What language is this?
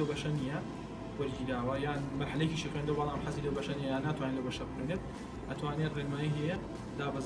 Central Kurdish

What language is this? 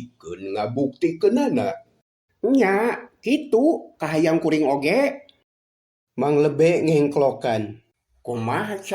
Sundanese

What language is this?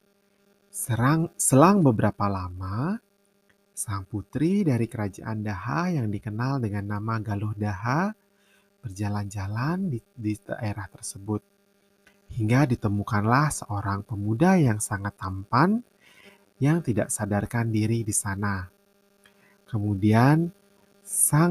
Indonesian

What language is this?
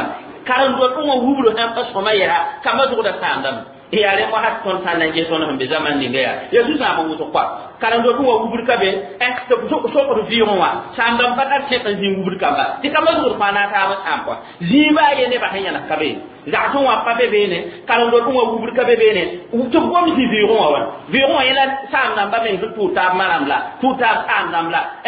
Mossi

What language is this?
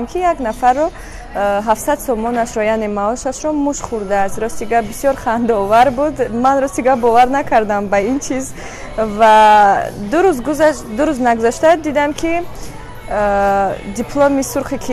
Tajik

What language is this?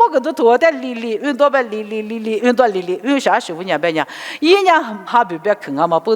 Lisu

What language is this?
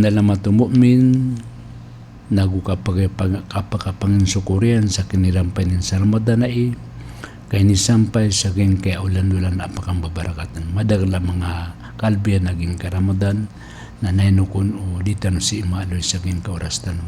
Maranao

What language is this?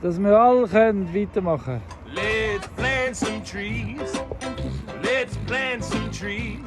Swiss German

